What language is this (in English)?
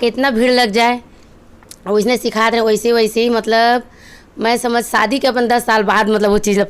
Chhattisgarhi